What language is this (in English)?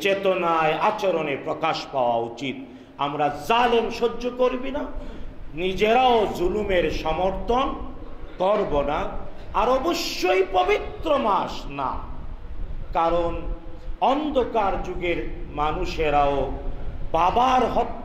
Bangla